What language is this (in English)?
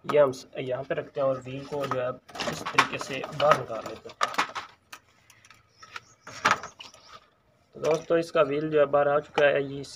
Hindi